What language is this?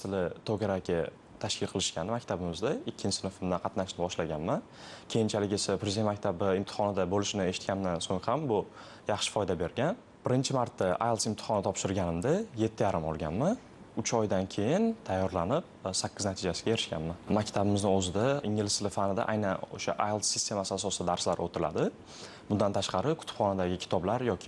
Uzbek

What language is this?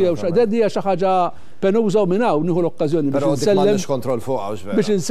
Maltese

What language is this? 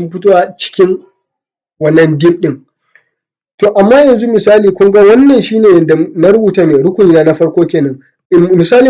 Hausa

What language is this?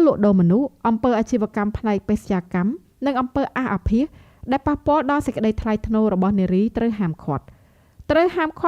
Khmer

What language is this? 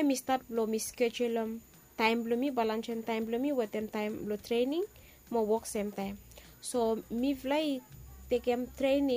Bislama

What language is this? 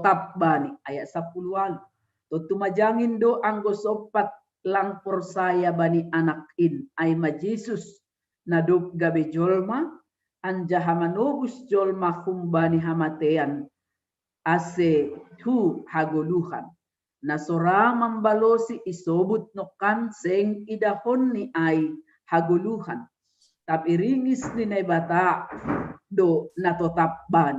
Batak Simalungun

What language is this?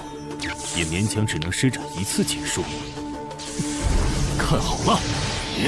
Chinese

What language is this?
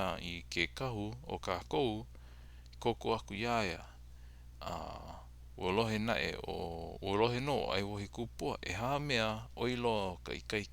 Hawaiian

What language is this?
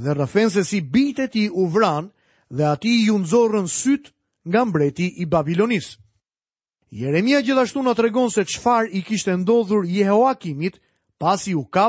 Albanian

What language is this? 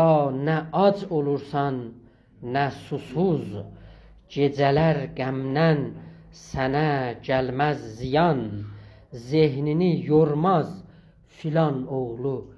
South Azerbaijani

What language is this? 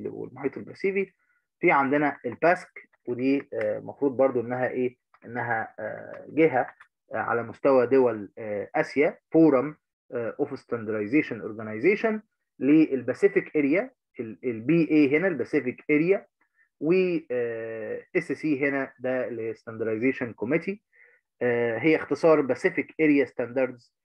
Egyptian Arabic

